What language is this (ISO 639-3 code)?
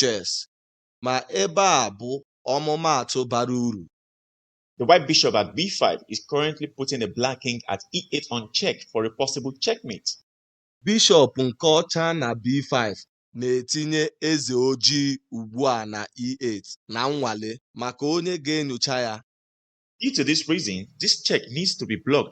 ibo